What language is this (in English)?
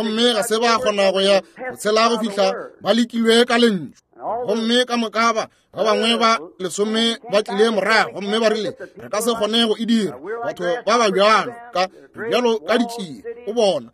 Northern Sotho